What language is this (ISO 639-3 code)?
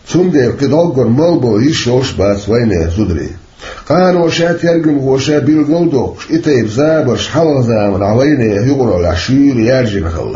che